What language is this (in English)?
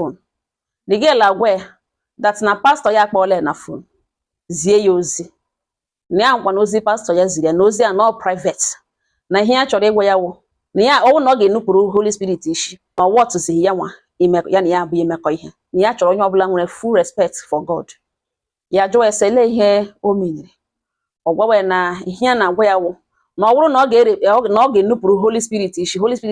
Igbo